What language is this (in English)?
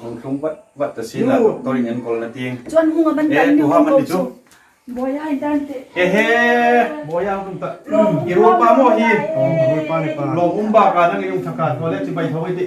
Hmar